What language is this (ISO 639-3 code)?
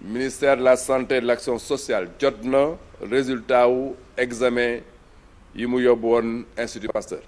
wol